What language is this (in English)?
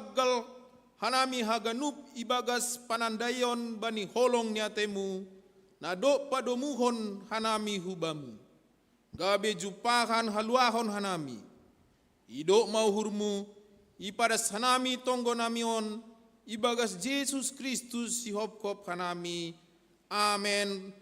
Batak Simalungun